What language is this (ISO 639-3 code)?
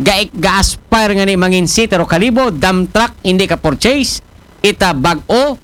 akl